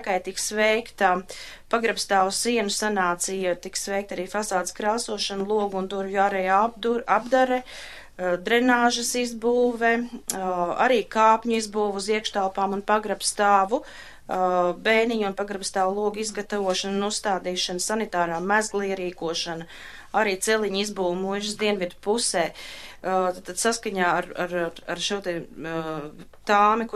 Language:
Latvian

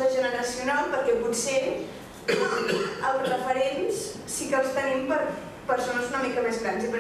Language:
Catalan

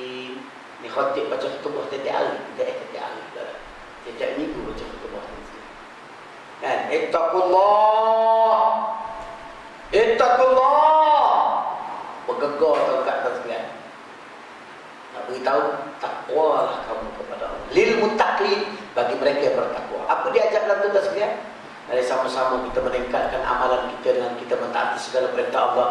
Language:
Malay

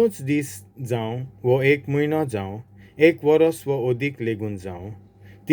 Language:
Konkani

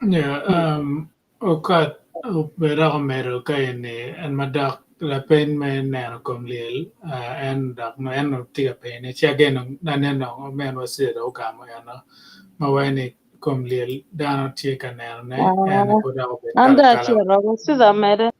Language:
Acoli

